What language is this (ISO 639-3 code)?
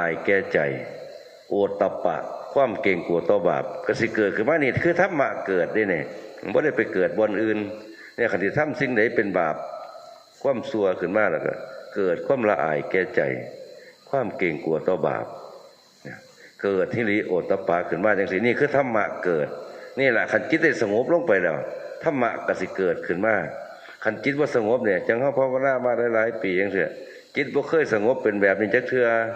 tts